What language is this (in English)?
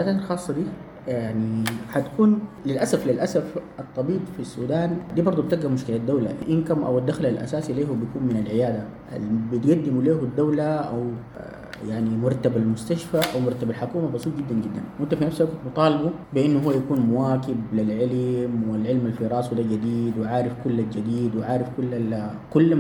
Sudanese Arabic